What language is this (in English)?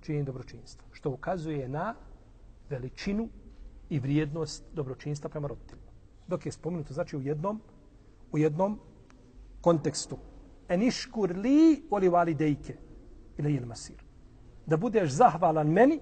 Bosnian